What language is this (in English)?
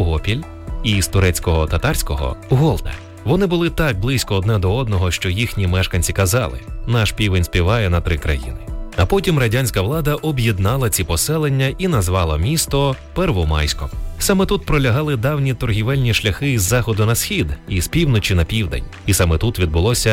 Ukrainian